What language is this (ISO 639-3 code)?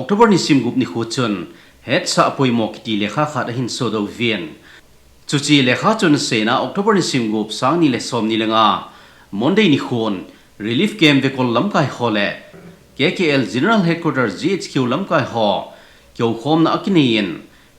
tcz